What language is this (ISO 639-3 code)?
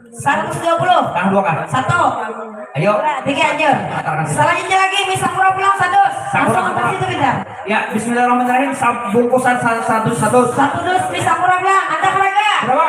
bjn